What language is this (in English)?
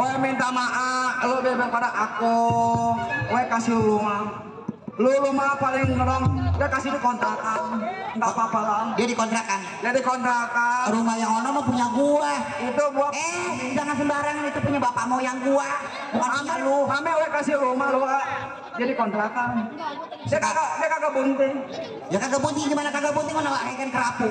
Betawi